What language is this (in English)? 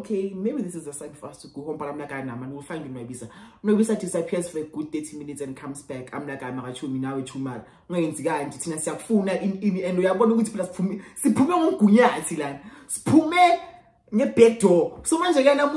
Shona